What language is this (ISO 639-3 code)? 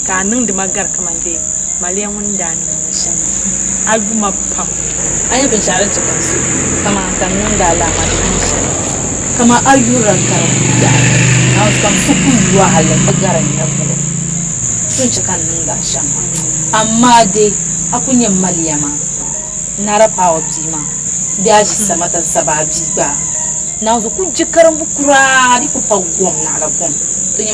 dag